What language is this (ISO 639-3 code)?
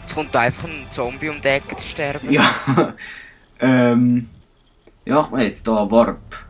gsw